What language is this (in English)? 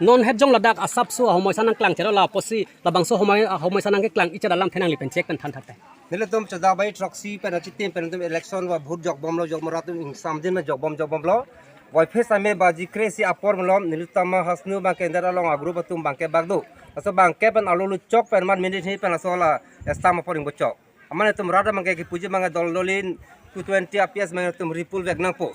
Karbi